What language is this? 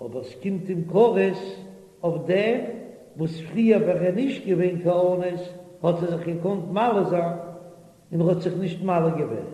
Yiddish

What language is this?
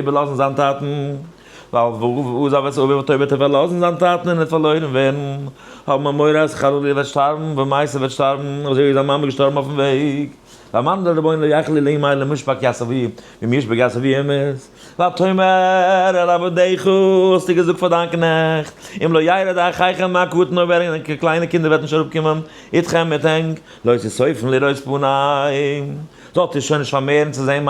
Yiddish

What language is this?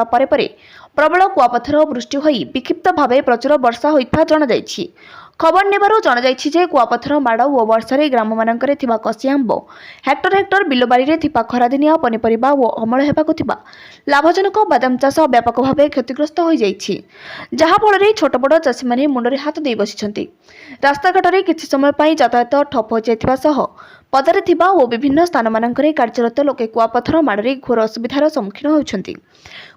Odia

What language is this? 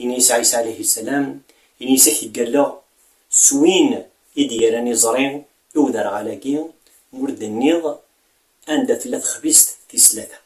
Kabyle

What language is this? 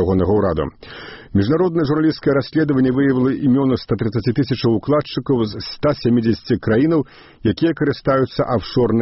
Belarusian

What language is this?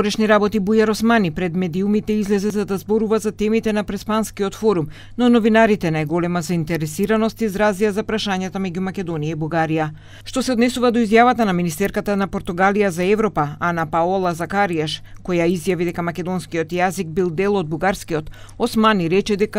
Macedonian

